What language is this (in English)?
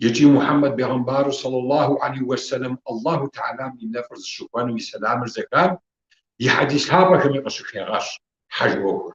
Kabardian